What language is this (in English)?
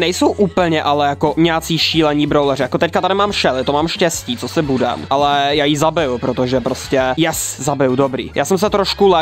Czech